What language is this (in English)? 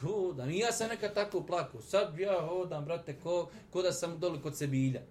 Bosnian